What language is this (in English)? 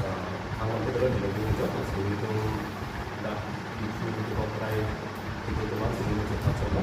Karbi